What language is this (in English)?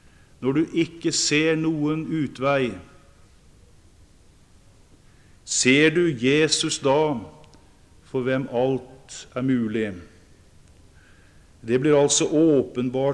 Norwegian